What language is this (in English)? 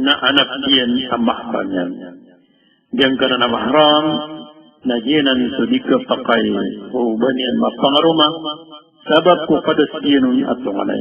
Maranao